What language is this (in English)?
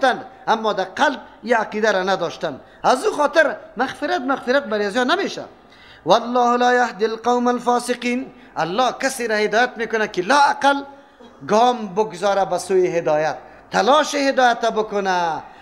Persian